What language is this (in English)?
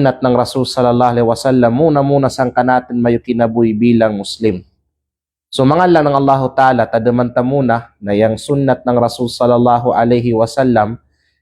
Kalagan